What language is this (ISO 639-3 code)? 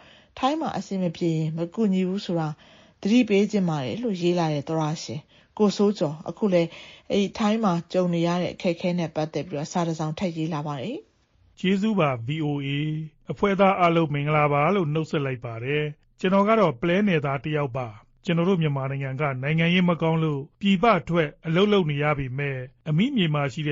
mya